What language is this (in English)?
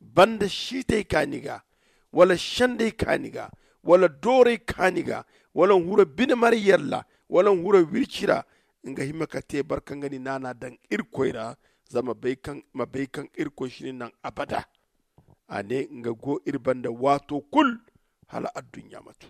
Zarma